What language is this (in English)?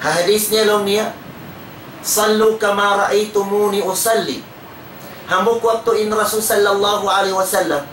Tausug